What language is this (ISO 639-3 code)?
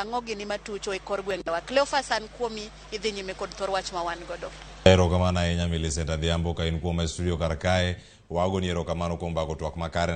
luo